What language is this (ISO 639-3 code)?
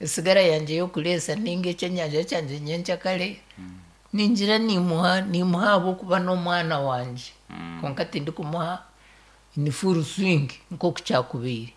nyn